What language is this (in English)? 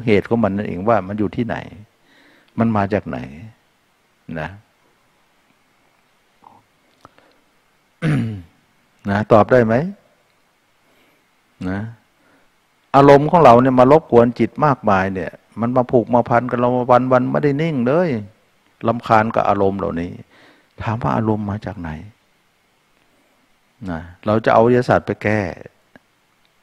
Thai